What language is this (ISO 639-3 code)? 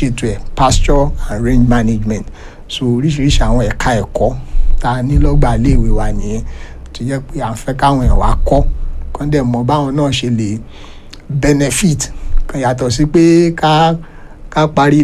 yor